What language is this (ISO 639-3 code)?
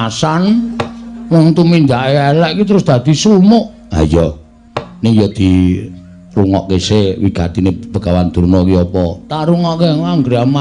jav